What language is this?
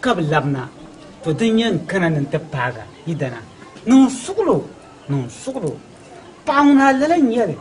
Dagbani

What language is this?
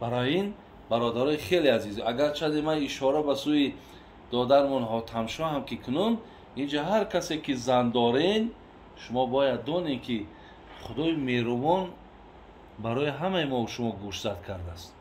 Tajik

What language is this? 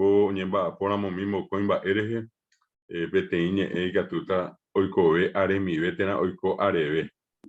Guarani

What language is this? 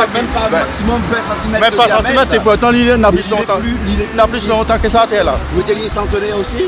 Réunion Creole French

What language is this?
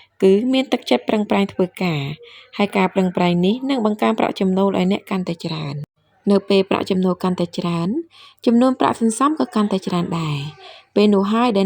Khmer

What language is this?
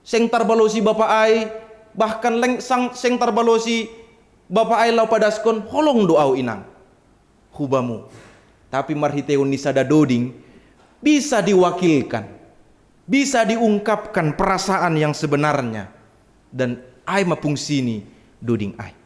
Batak Simalungun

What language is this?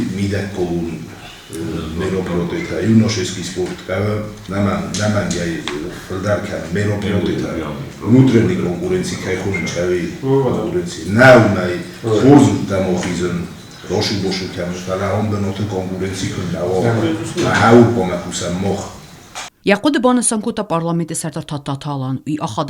Ossetic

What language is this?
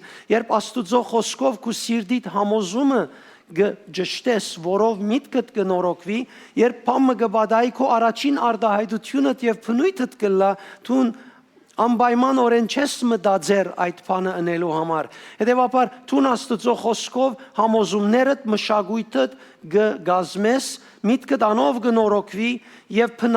Western Armenian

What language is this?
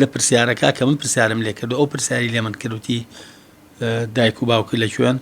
Central Kurdish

